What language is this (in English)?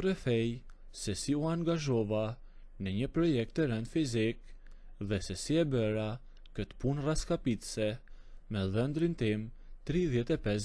Albanian